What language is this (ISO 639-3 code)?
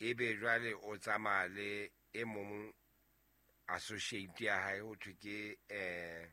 sot